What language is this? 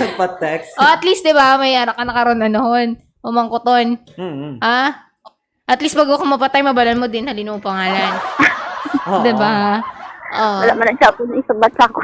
Hiligaynon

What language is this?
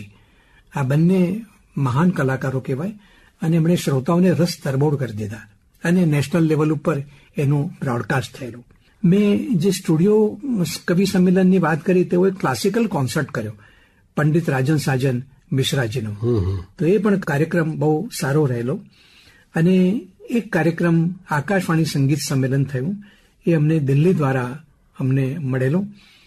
Gujarati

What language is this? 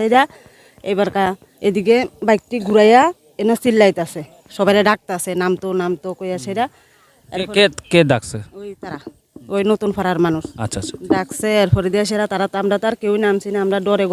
Riang (India)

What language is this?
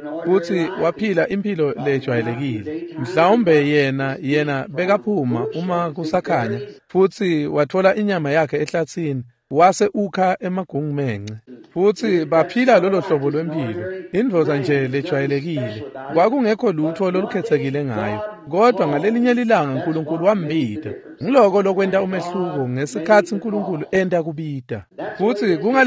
Swati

